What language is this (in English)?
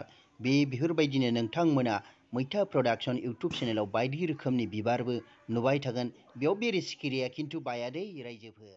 Bodo